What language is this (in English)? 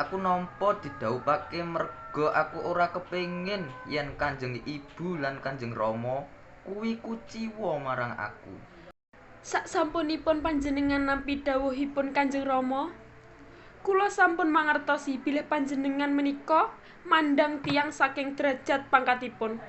Javanese